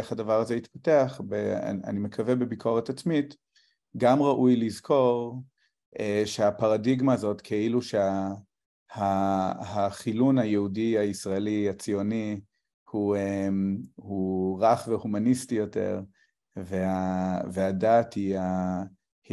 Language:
Hebrew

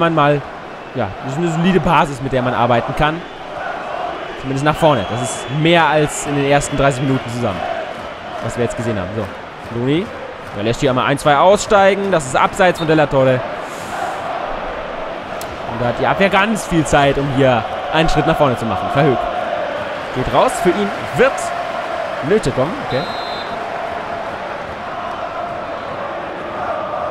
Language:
German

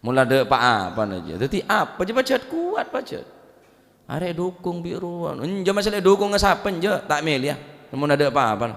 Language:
Madurese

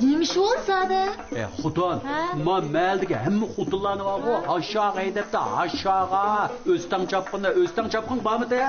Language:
Uyghur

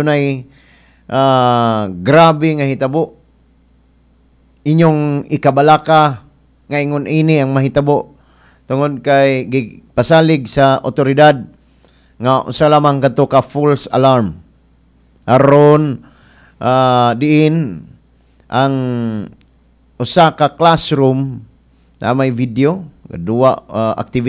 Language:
Cebuano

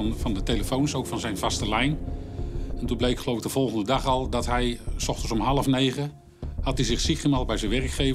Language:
Dutch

